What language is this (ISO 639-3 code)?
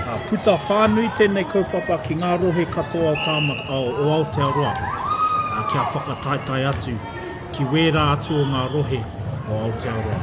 mri